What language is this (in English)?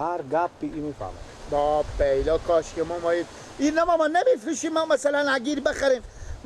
Persian